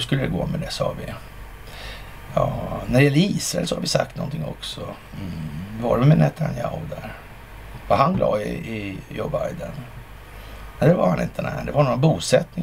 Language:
Swedish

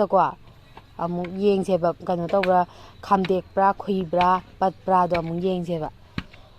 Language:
Manipuri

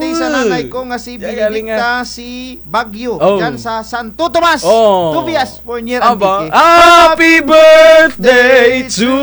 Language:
Kinaray-a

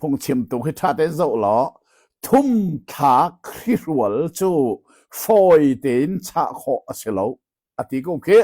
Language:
Hakha Chin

